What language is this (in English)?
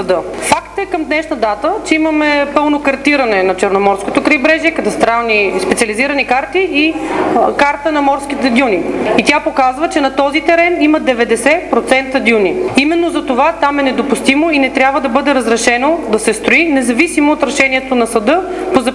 Bulgarian